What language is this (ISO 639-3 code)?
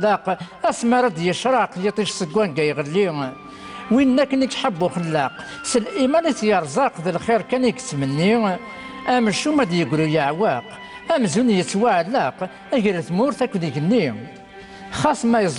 kab